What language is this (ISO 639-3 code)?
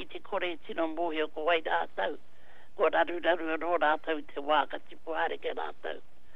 mri